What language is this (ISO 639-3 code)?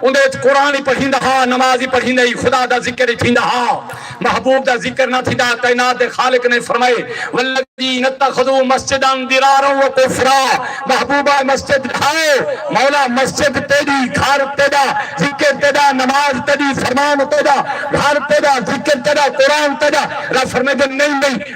skr